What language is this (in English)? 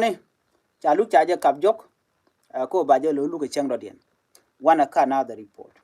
Nuer